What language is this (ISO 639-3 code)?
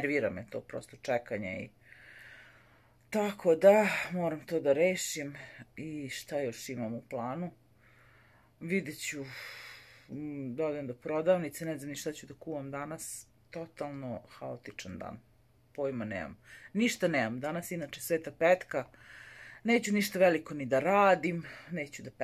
srp